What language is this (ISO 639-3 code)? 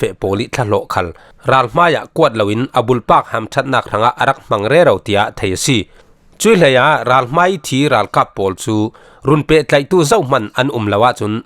cfm